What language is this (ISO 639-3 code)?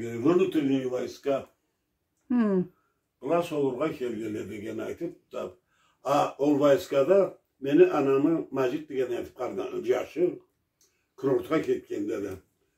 krc